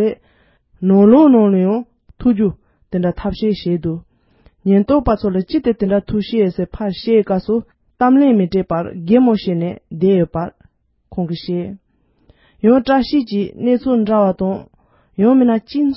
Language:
Tibetan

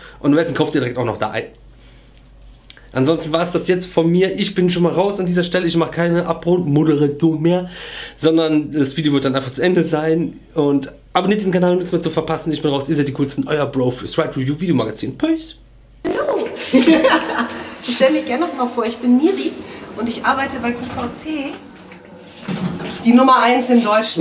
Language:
German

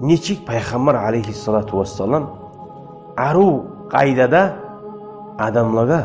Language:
Kumyk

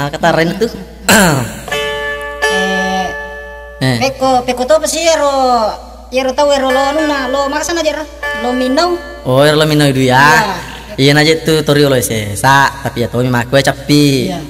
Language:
Buginese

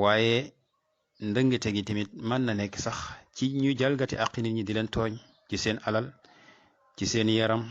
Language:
Wolof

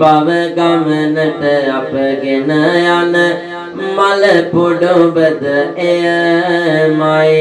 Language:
Sinhala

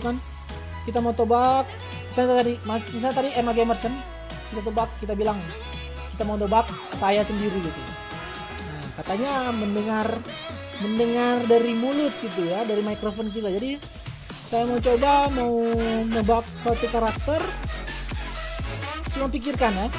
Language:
Indonesian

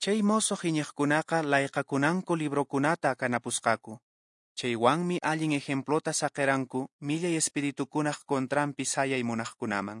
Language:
Quechua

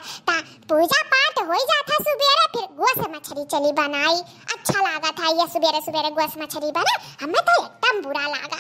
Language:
Awadhi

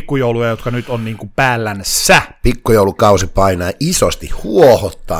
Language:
Finnish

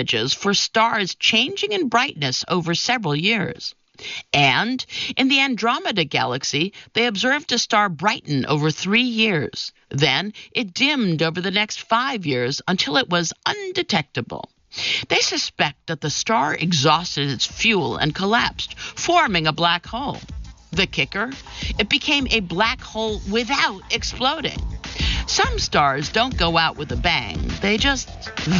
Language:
English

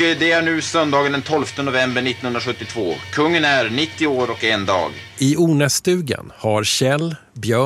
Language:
Swedish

